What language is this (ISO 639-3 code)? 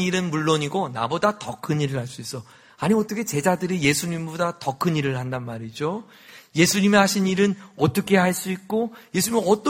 kor